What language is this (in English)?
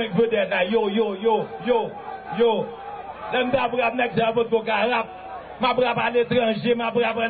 Haitian Creole